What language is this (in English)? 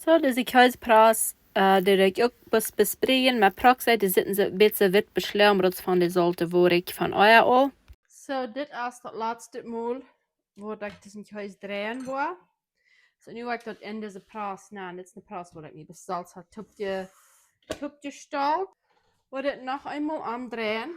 Plautdietsch